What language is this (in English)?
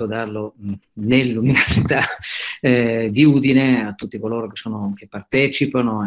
Italian